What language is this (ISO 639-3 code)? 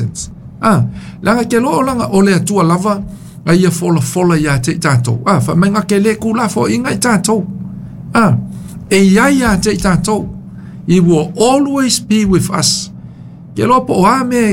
smo